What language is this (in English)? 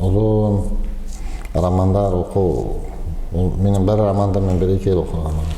Bashkir